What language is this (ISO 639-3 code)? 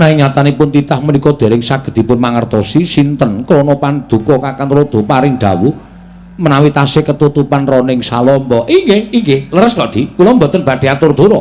jav